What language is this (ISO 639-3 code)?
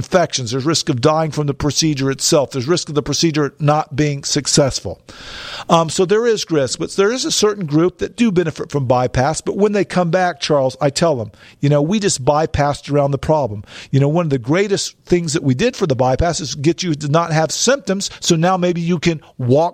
eng